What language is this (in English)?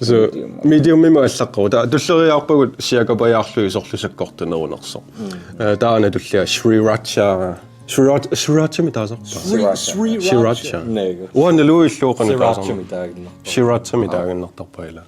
Kalaallisut